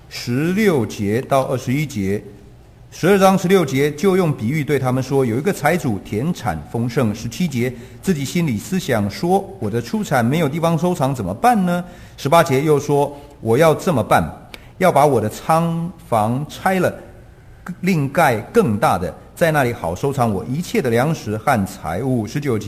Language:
Chinese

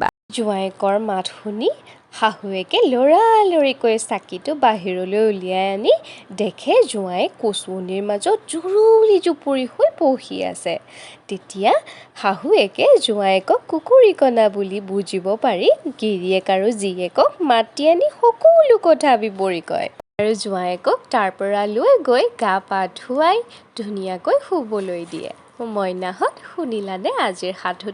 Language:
Assamese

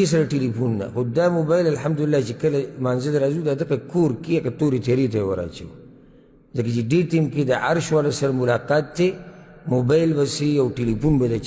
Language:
Pashto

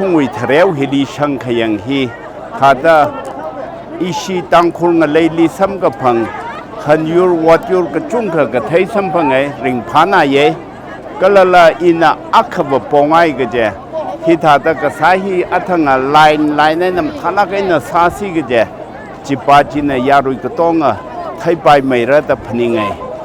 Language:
Tangkhul Naga (India)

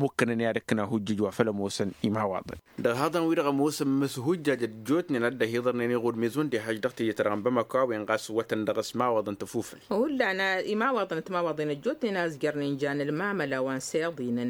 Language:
Tamasheq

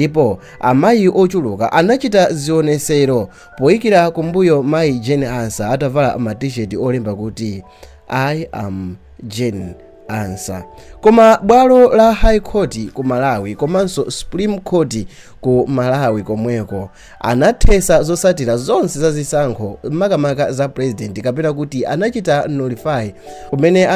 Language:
Nyanja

